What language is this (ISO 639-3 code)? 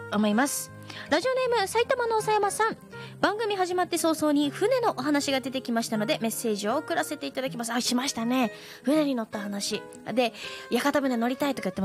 jpn